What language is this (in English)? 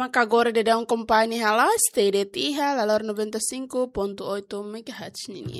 Tetum